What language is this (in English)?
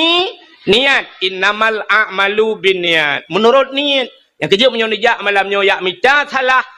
Achinese